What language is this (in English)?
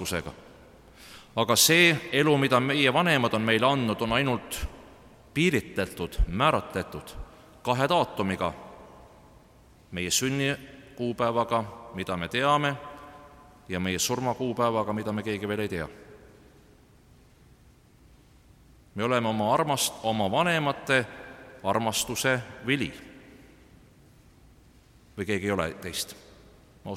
Estonian